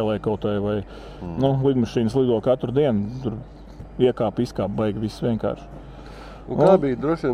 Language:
Latvian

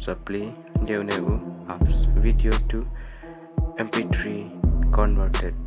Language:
Khasi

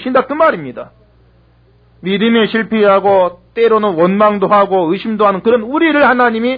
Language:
Korean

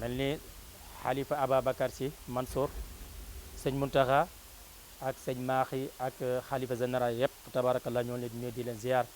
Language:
Wolof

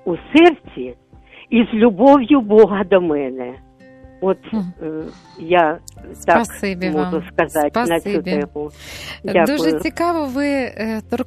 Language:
Ukrainian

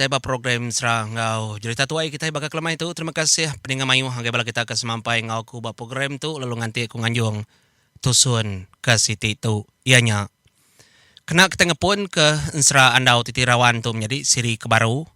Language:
Iban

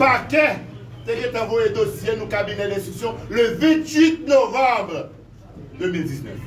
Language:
Haitian Creole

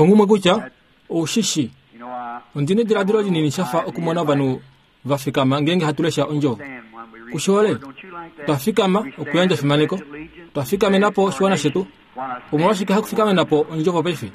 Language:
Kuanyama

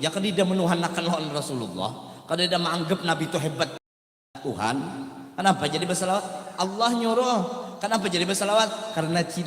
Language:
Banjar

